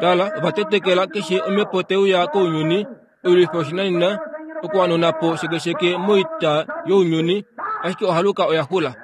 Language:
Kuanyama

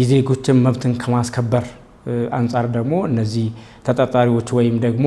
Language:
Amharic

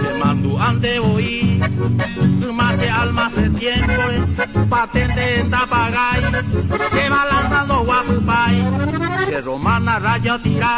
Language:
Guarani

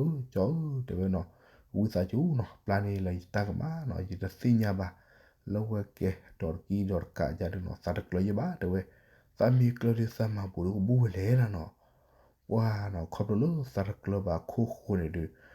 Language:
S'gaw Karen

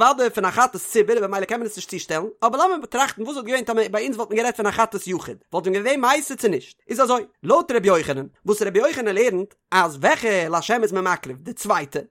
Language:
Yiddish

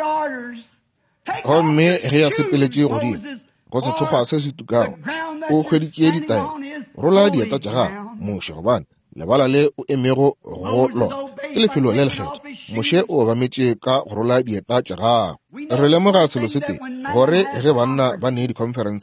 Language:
Northern Sotho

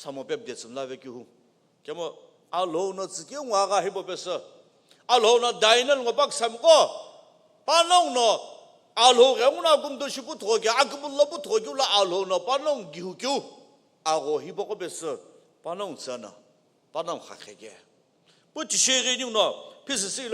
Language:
Sumi Naga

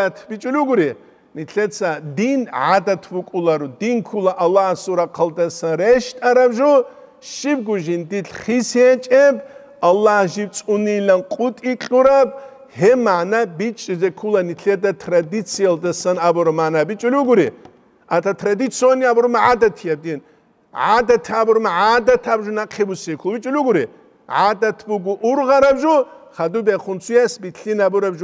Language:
Avaric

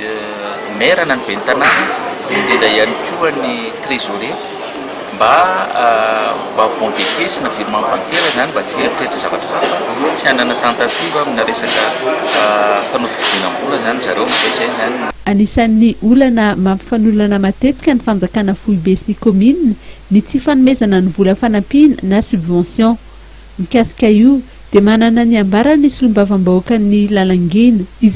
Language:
Malagasy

